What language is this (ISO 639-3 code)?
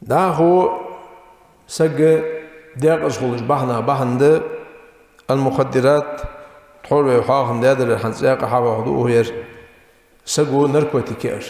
inh